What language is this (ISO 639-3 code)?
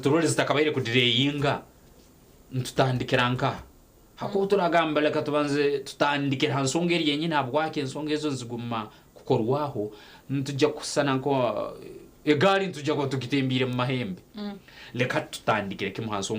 nyn